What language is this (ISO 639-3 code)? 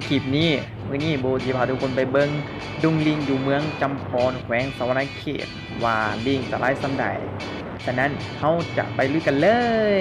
lao